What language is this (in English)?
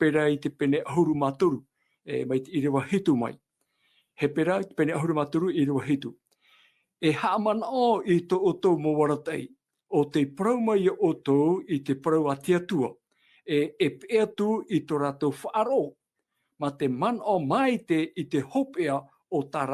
Tahitian